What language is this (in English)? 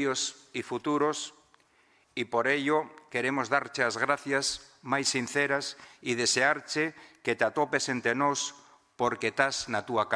Asturian